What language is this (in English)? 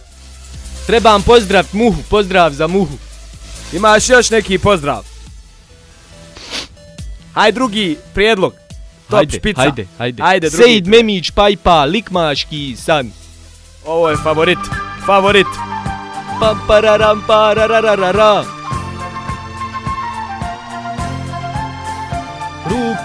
Bosnian